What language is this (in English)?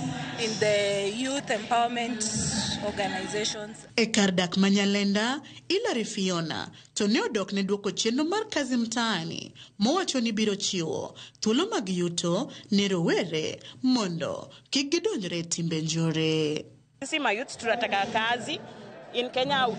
Luo (Kenya and Tanzania)